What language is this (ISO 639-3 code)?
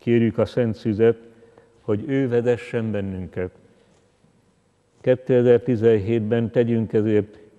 hun